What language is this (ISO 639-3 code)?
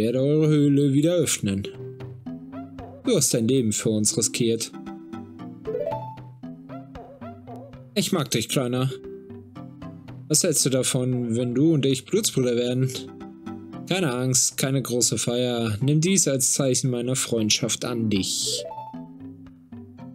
deu